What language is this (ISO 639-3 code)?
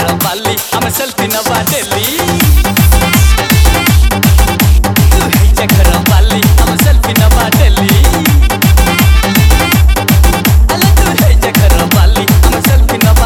bho